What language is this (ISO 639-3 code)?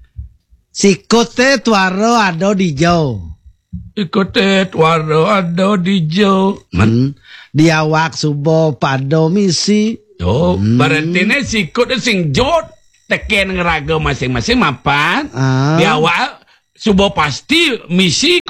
ban